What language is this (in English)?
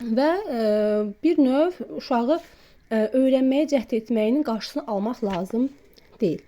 Azerbaijani